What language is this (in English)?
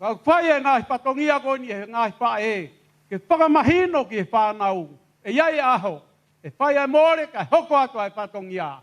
Tongan